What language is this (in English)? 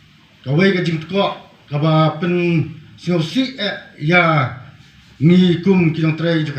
Khasi